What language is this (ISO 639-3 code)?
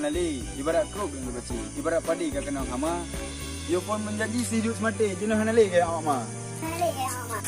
ace